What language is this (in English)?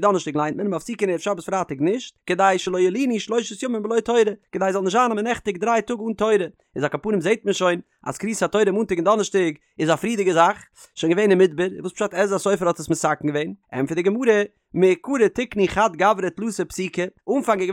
Yiddish